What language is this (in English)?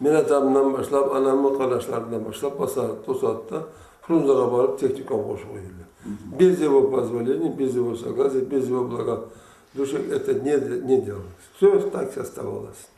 Karachay-Balkar